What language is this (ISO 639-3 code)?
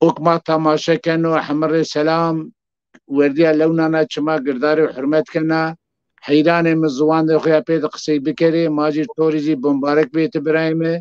zza